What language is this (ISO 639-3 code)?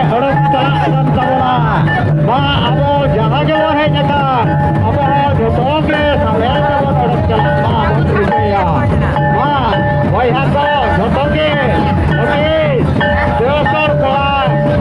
sat